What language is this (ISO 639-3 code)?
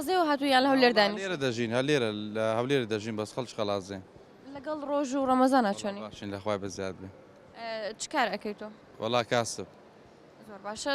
ckb